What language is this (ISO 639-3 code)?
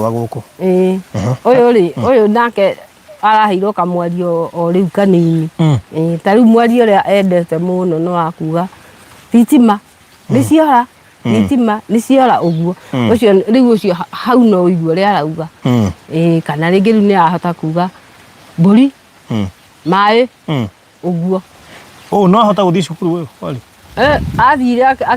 kik